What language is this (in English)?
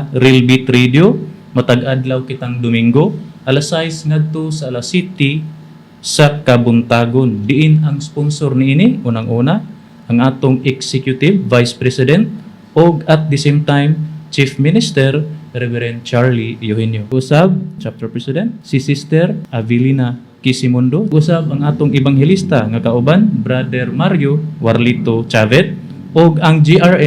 Cebuano